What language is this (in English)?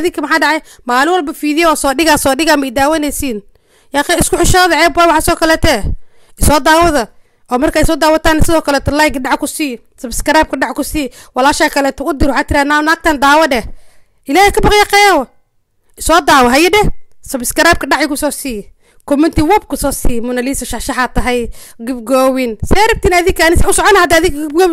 Somali